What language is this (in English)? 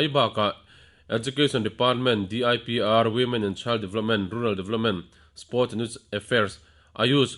Mizo